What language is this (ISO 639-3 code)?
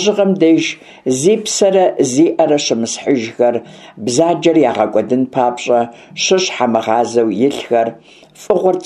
kbd